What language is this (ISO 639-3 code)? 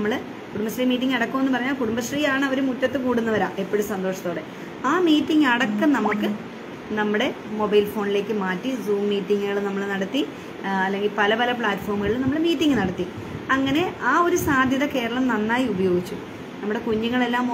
mal